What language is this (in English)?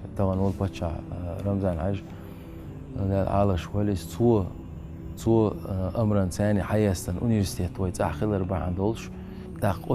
Chechen